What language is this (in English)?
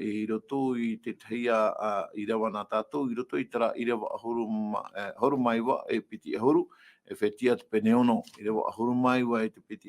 Tahitian